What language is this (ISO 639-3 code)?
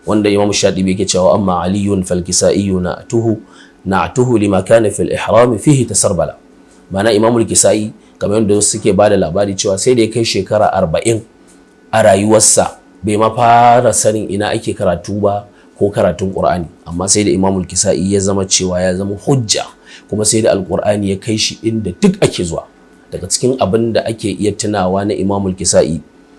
hau